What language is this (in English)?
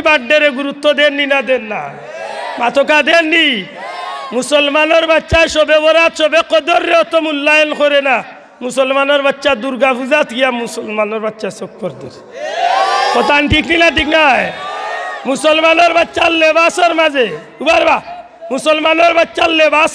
Sylheti